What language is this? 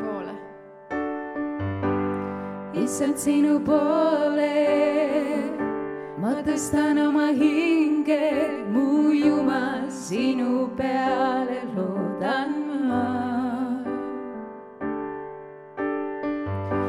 Estonian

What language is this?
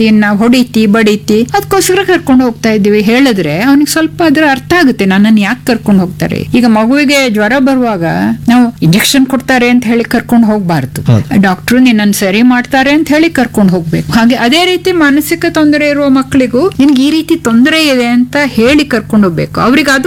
Kannada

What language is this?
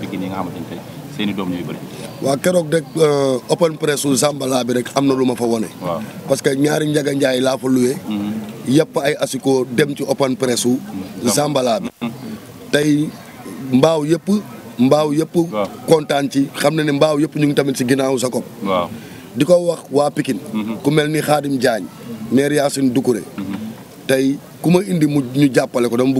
Wolof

